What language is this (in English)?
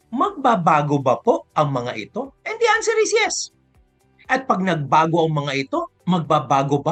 Filipino